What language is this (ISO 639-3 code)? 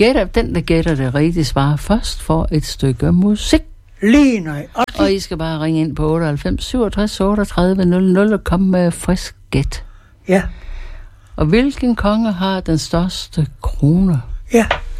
dan